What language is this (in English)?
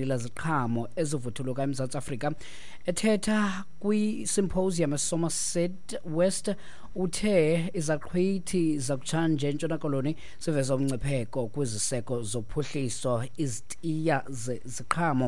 Xhosa